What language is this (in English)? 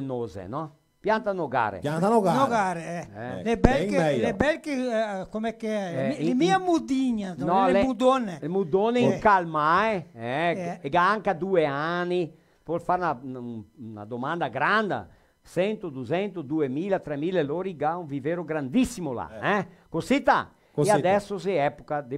Venetian